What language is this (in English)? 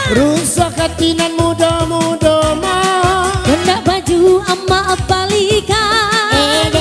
Minangkabau